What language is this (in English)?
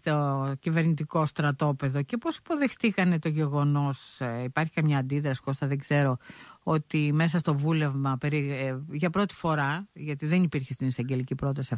Greek